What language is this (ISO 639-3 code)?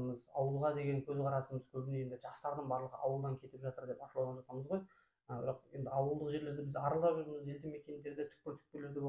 kaz